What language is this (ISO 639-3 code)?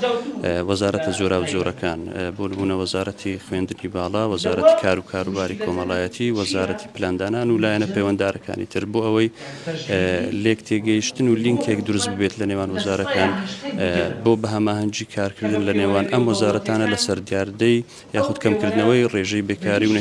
ckb